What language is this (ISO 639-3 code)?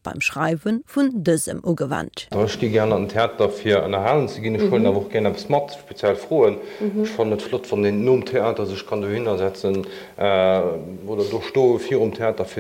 ltz